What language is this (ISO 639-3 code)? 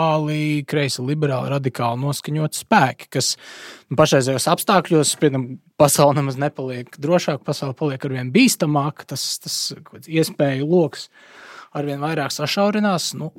lav